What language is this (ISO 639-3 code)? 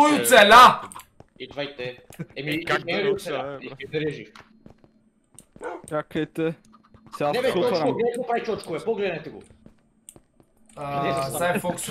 bul